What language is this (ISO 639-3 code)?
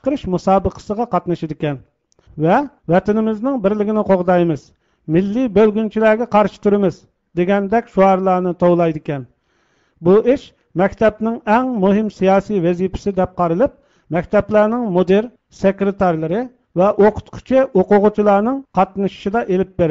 uig